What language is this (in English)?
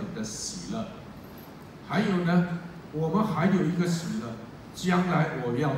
Chinese